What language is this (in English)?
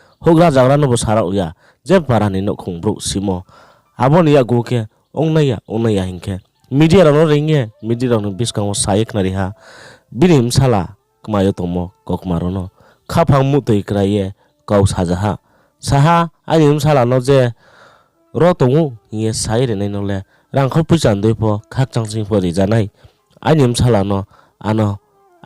Riang (India)